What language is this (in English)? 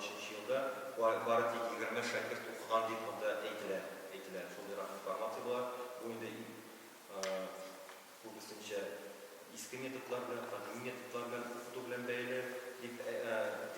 Tatar